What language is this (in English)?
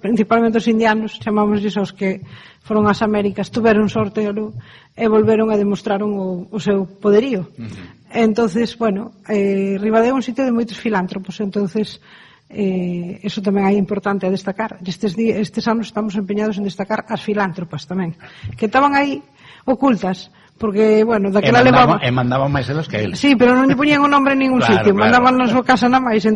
Galician